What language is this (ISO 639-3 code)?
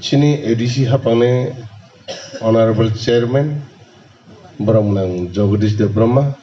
trp